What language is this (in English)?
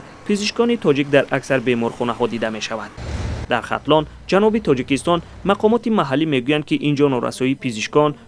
Tajik